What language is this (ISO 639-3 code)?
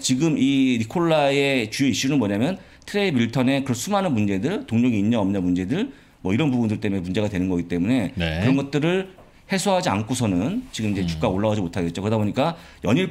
kor